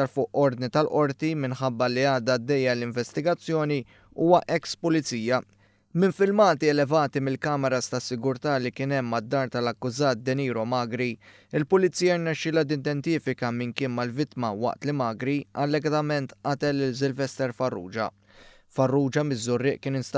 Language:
Maltese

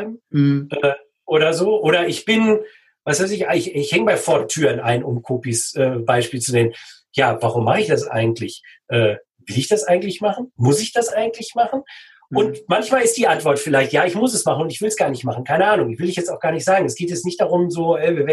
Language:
German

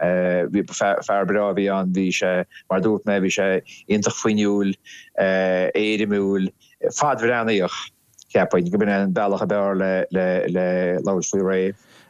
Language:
Irish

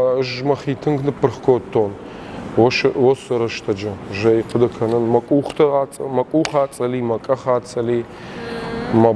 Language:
Ossetic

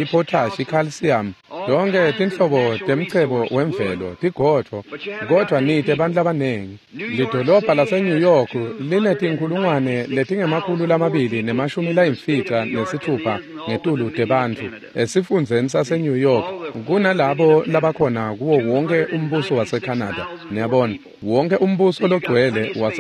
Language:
Swati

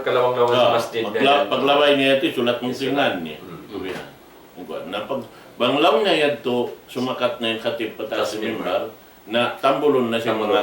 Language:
Tausug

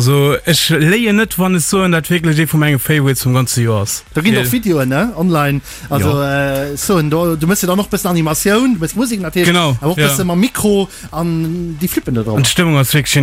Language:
Luxembourgish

